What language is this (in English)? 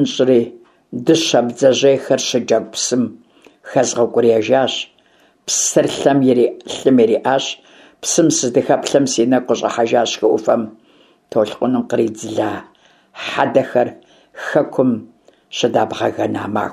Kabardian